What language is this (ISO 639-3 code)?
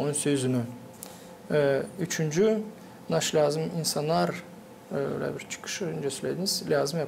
gag